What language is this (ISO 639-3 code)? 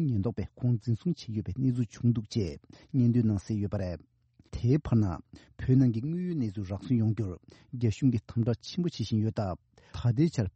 bod